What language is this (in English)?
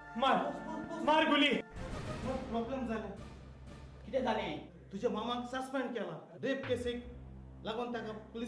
Konkani